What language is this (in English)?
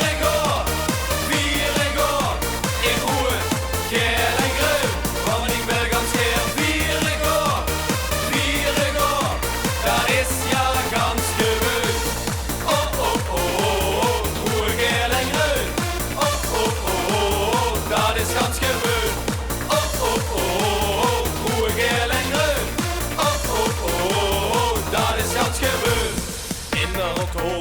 Limburgish